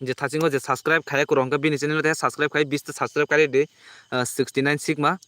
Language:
Kok Borok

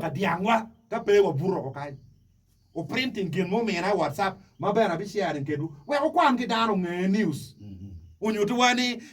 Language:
Acoli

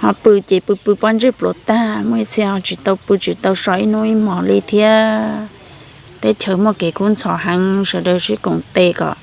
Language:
Hmong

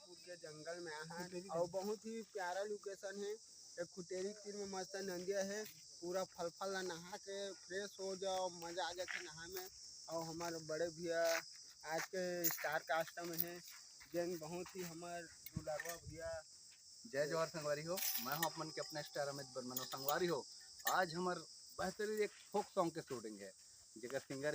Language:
Chhattisgarhi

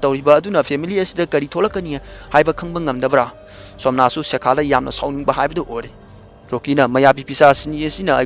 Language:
Manipuri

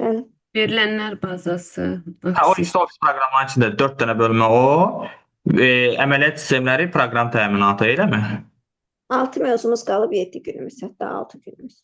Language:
Azerbaijani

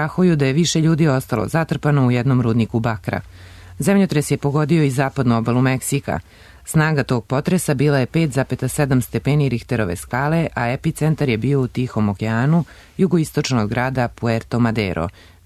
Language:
Serbian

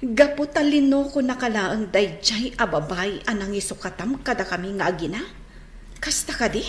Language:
Iloko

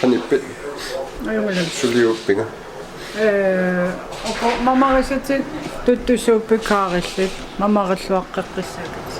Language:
Kalaallisut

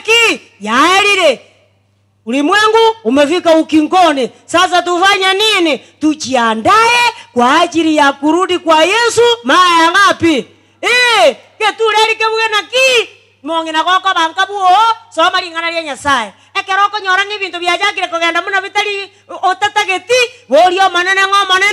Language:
Gusii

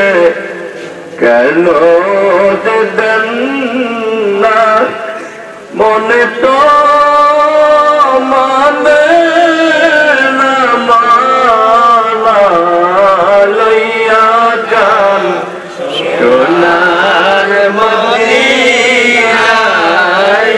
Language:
Bangla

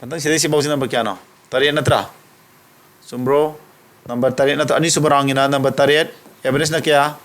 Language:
Manipuri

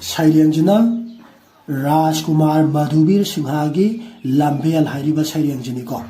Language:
Manipuri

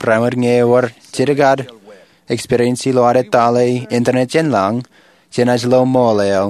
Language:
Marshallese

